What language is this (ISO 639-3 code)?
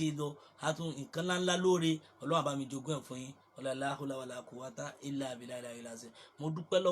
yor